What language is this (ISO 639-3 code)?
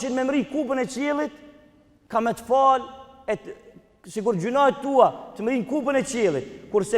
sqi